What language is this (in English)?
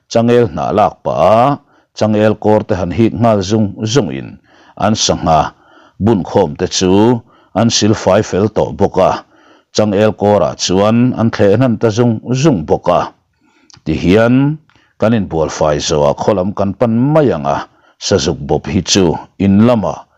Mizo